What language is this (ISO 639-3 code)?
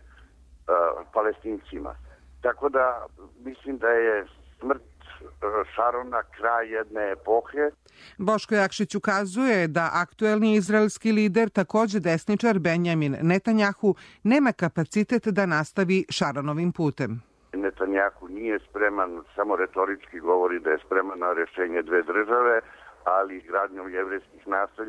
srp